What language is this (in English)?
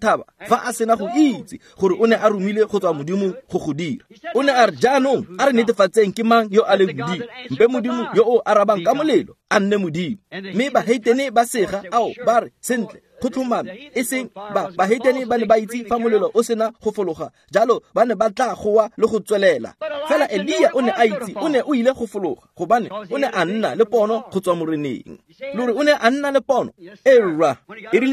Tswana